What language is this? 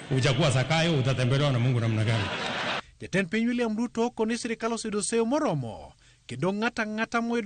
Luo (Kenya and Tanzania)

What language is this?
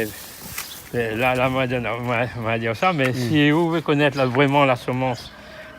Réunion Creole French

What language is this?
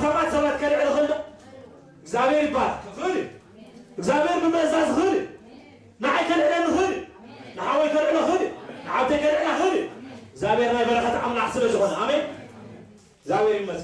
Tigrinya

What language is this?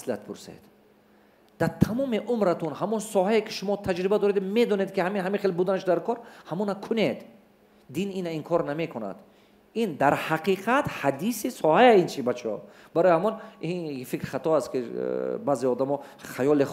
Tajik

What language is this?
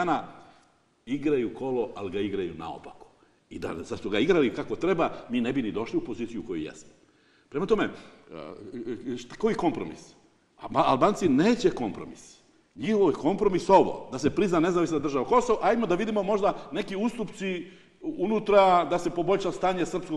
Serbian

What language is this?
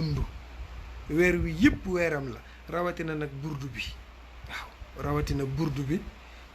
Wolof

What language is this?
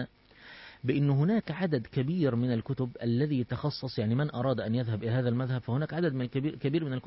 Arabic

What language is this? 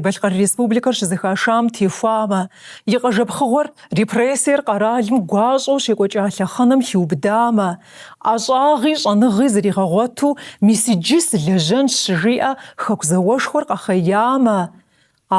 Kabardian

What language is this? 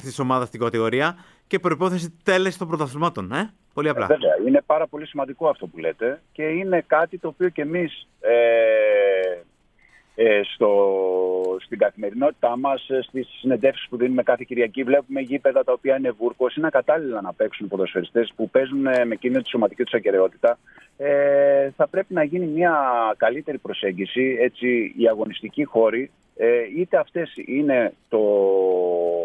Greek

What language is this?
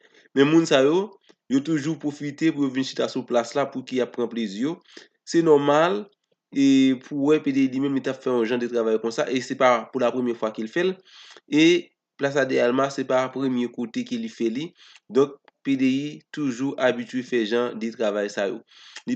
Haitian Creole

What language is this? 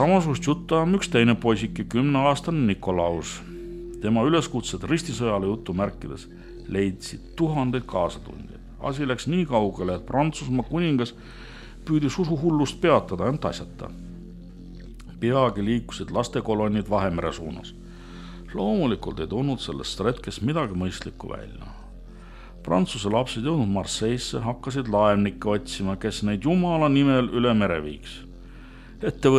Estonian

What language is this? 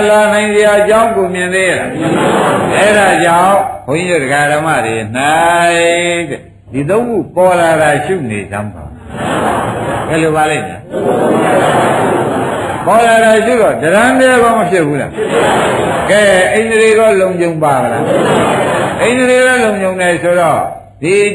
Burmese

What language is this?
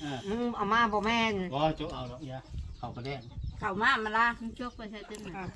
Northeastern Thai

